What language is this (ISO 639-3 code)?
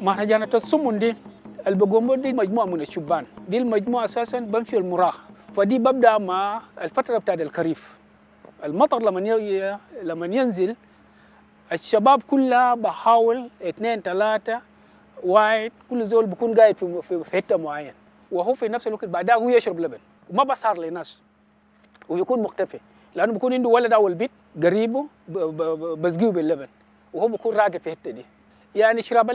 din